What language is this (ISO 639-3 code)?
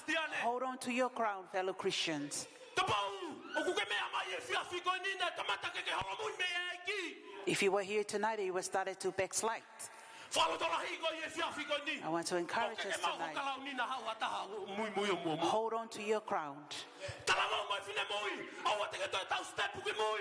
ton